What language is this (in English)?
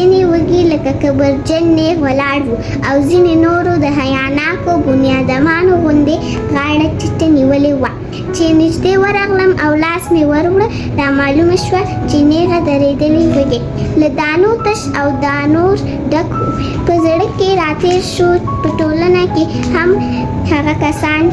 Pashto